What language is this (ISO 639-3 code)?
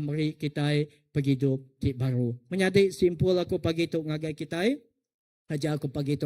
iba